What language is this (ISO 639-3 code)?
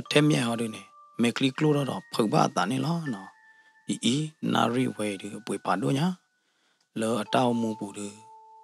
ksw